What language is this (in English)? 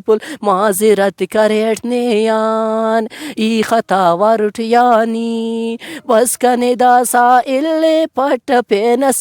Brahui